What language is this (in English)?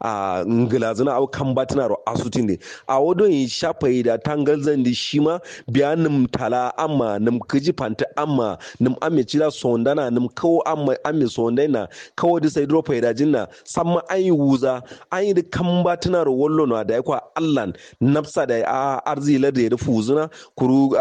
Kanuri